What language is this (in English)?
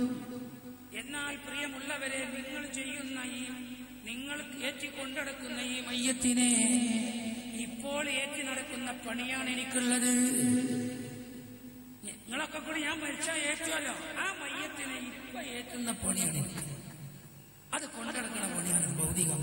Malayalam